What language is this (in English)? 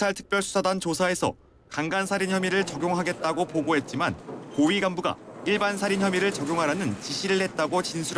Korean